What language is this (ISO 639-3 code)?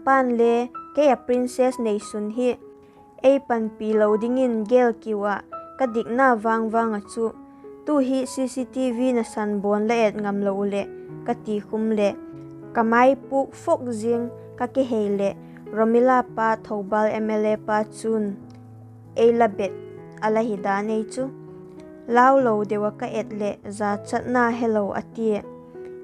vap